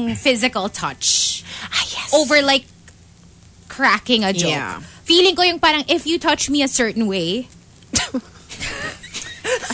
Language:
Filipino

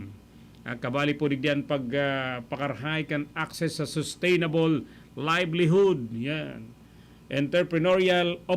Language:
Bikol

